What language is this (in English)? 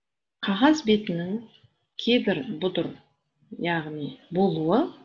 Kazakh